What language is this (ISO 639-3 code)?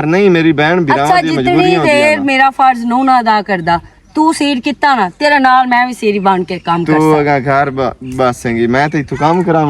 lah